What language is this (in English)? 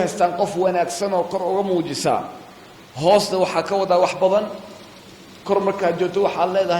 Somali